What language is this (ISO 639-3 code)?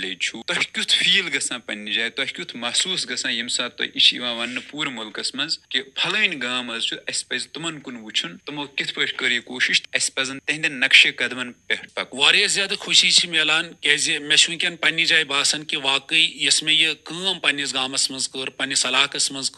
kas